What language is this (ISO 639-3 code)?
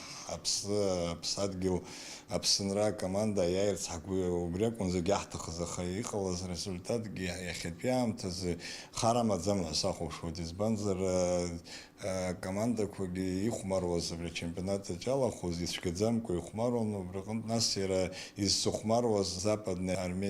abk